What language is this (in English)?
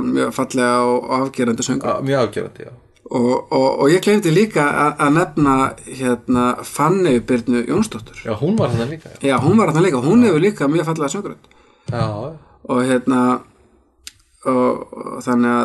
Icelandic